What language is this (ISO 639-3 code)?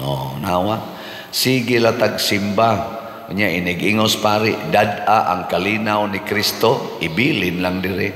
ceb